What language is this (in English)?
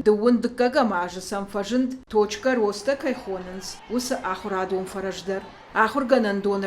Ossetic